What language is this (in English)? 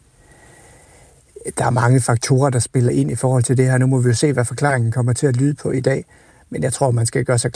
Danish